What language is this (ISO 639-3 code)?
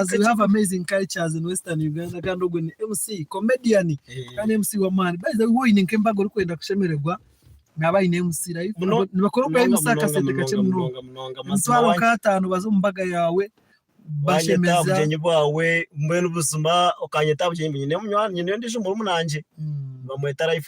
nyn